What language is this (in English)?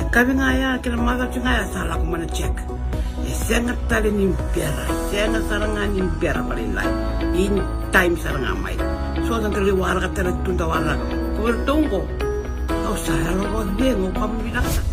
Fijian